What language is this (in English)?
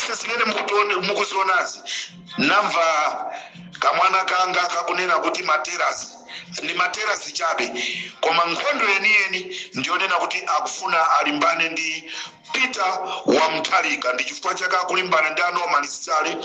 Nyanja